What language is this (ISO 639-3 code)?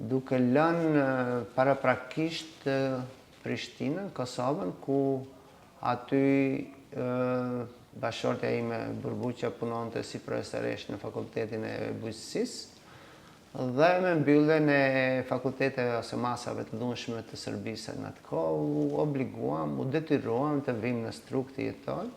sqi